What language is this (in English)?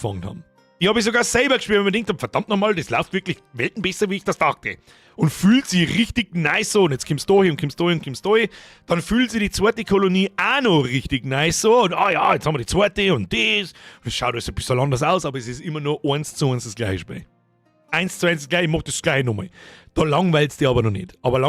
Bavarian